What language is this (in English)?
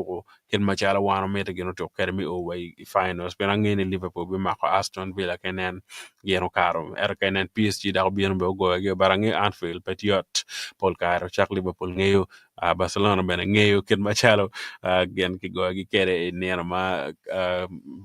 Acoli